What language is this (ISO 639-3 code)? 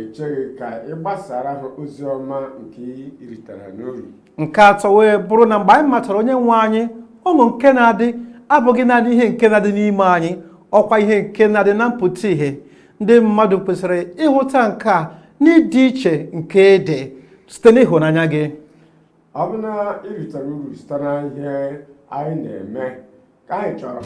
ibo